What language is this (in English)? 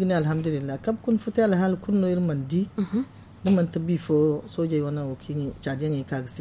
Zarma